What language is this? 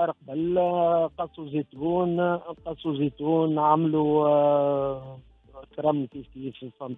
Tunisian Arabic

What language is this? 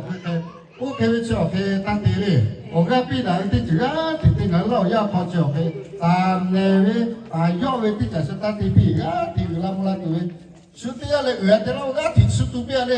Lahu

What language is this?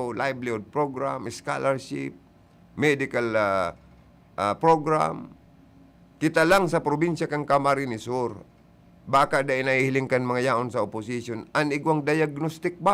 Bikol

